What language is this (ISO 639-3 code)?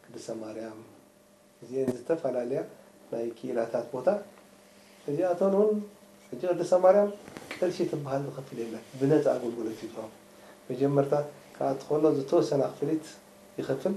tir